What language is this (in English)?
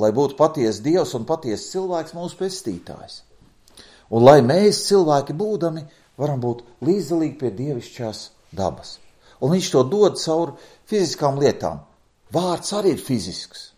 Latvian